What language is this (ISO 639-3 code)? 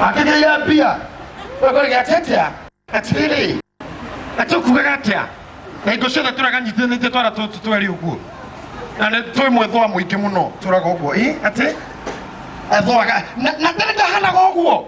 kik